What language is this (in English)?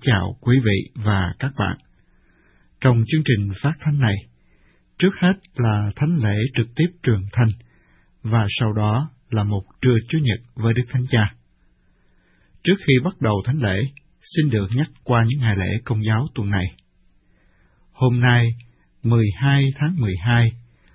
Vietnamese